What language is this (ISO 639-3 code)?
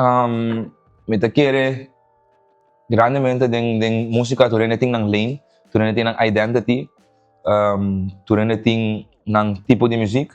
pap